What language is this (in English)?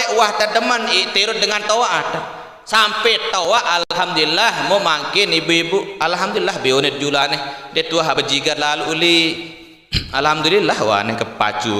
Sasak